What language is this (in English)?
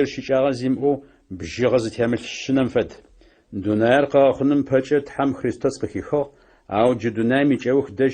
Adyghe